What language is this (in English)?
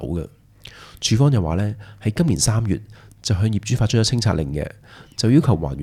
Cantonese